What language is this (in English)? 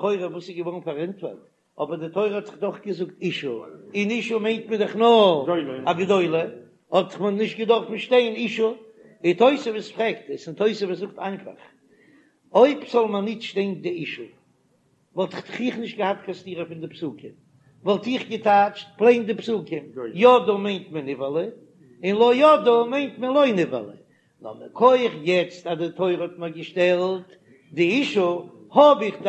Yiddish